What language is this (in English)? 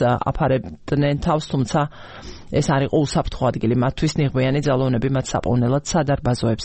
Georgian